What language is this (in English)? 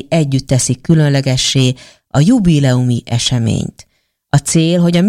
Hungarian